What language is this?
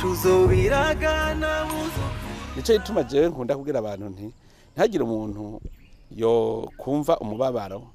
Rundi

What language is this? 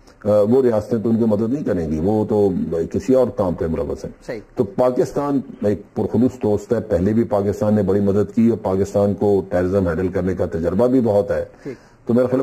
Urdu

